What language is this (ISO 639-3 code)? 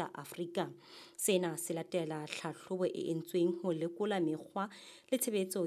sot